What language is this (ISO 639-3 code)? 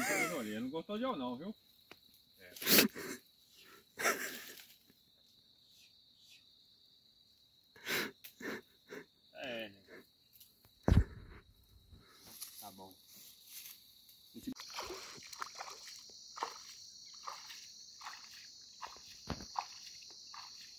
por